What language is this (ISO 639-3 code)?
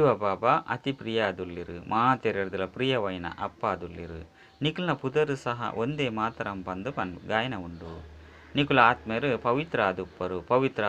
tcy